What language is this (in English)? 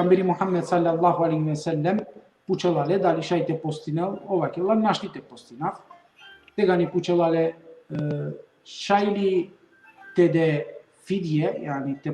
Balkan Romani